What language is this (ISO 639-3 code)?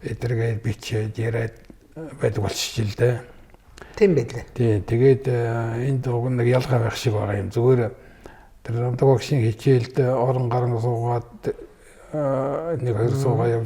mon